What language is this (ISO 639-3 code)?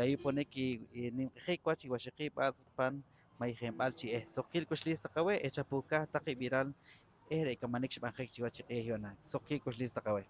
poh